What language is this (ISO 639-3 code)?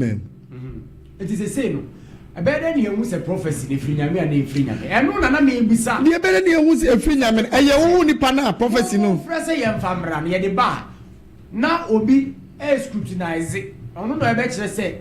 aka